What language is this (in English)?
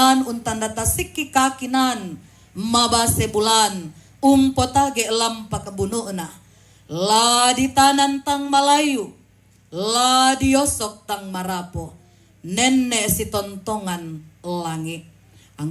Toraja-Sa'dan